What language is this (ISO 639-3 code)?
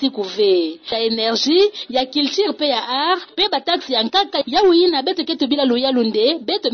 ktu